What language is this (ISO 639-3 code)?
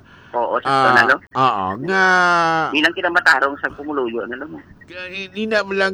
hil